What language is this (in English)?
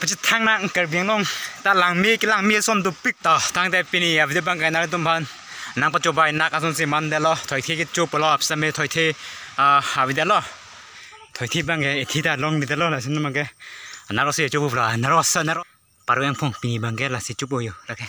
Karbi